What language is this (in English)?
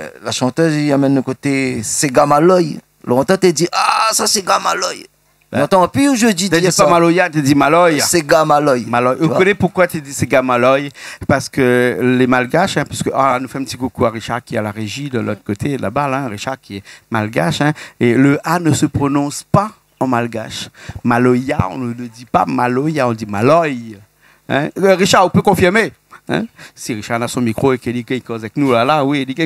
Réunion Creole French